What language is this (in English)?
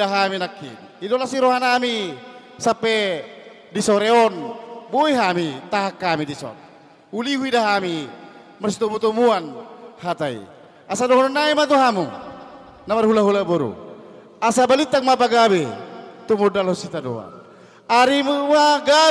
Batak Toba